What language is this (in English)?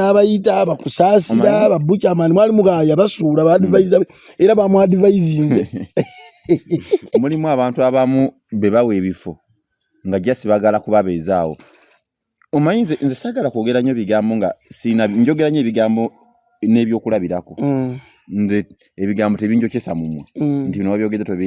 Ganda